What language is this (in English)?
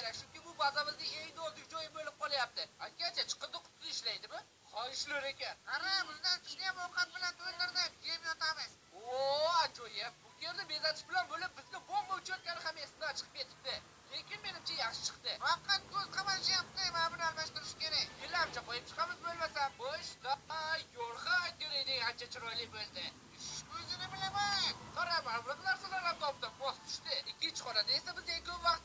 Uzbek